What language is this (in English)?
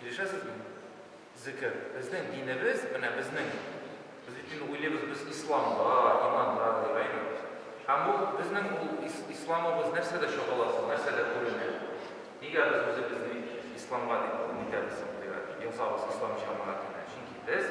Tatar